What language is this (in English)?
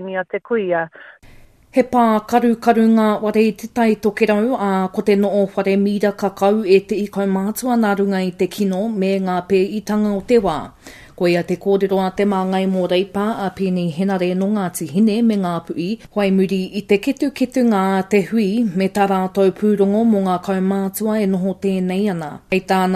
Māori